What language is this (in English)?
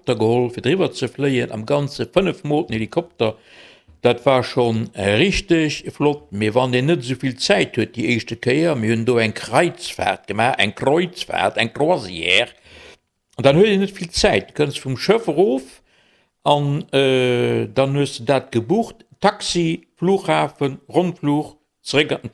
Luxembourgish